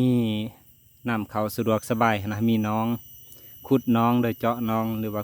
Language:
Lao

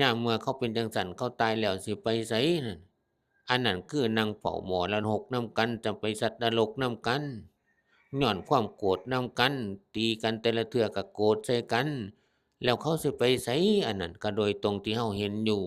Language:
Northeastern Thai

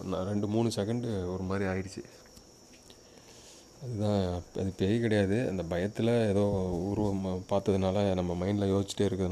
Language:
Tamil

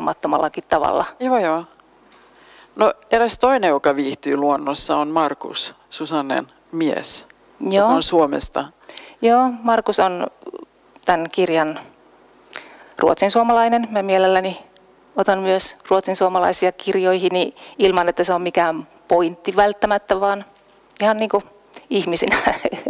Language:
Finnish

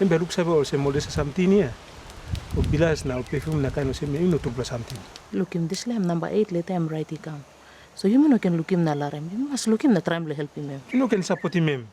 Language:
Tok Pisin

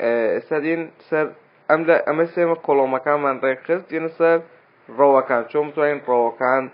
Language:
Central Kurdish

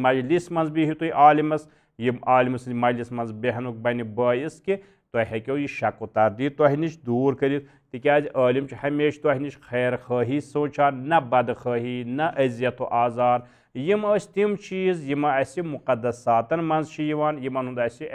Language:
Kashmiri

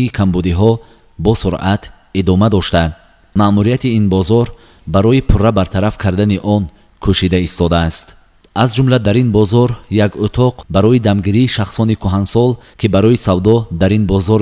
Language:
Tajik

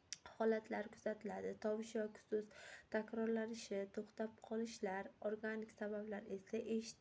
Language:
Uzbek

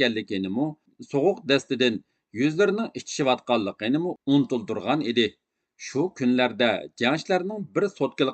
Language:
Uyghur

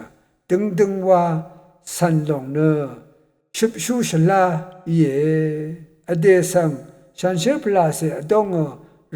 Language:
Rawang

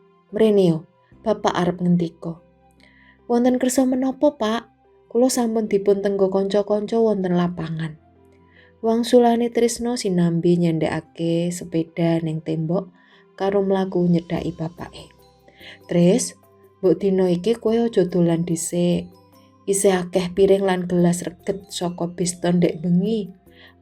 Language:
Javanese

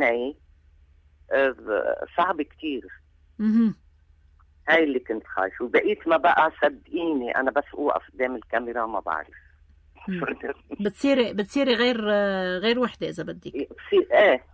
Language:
North Levantine Arabic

